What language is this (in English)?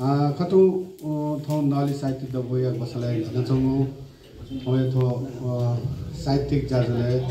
Newari